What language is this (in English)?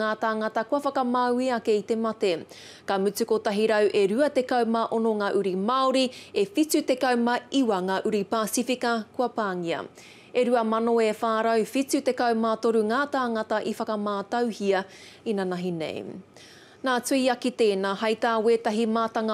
Māori